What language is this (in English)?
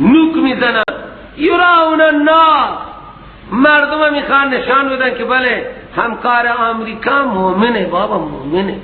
Persian